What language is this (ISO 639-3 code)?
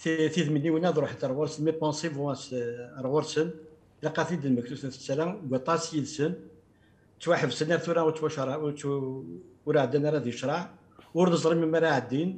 kab